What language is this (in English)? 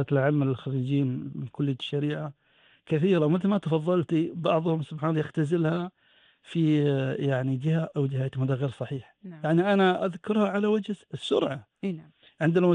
Gulf Arabic